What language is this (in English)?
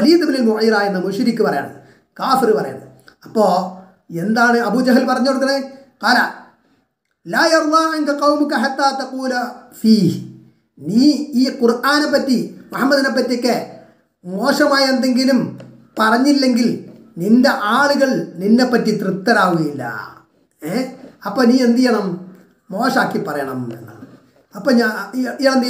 Malayalam